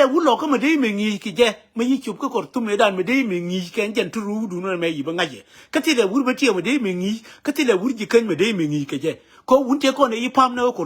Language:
Nuer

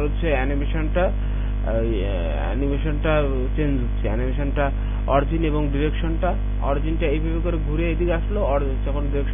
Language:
Bangla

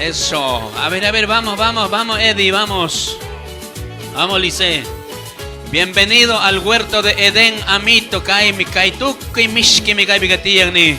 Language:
Chimborazo Highland Quichua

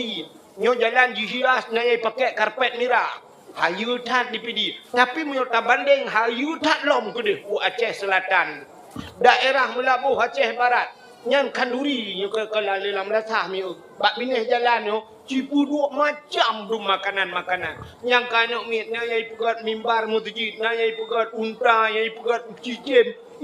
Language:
Achinese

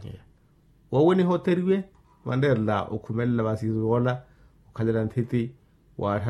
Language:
Makhuwa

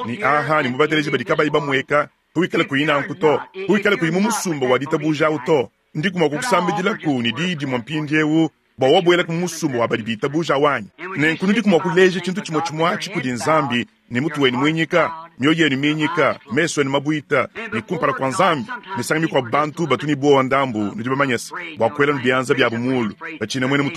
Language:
Luba-Lulua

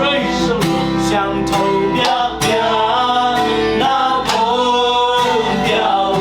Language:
Tedim Chin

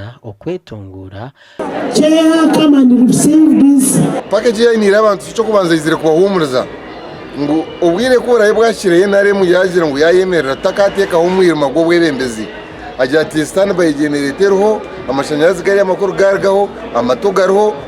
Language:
Nyankole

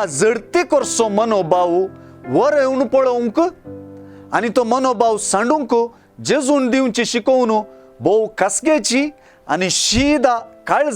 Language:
Konkani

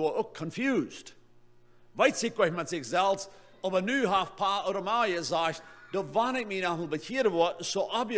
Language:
Plautdietsch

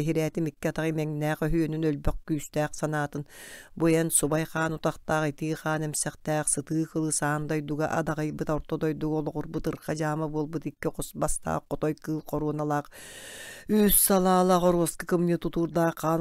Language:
Yakut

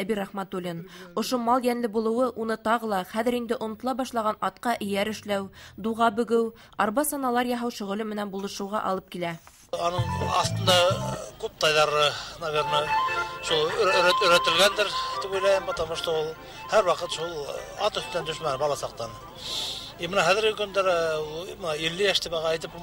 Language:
Bashkir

